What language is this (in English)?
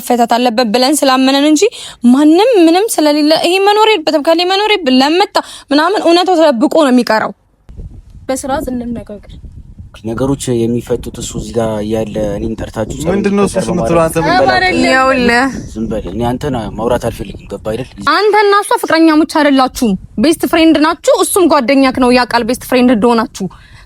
Amharic